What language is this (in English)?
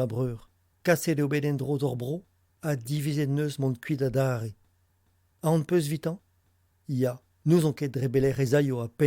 Breton